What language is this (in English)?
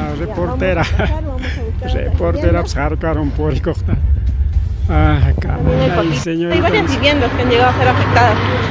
Ayacucho Quechua